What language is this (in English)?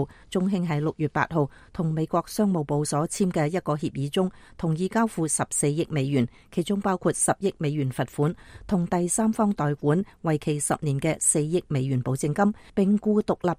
Cantonese